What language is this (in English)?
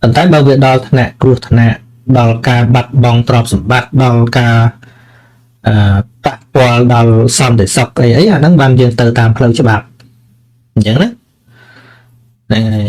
Khmer